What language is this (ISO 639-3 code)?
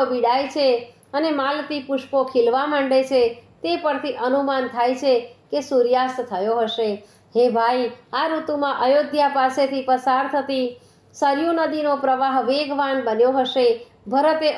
guj